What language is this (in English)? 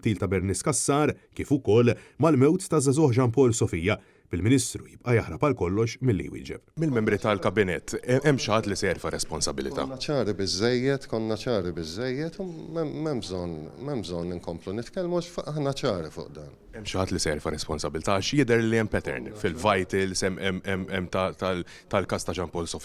Maltese